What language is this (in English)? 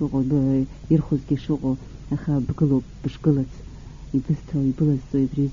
Abkhazian